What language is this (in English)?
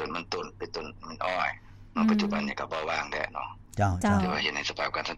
Lao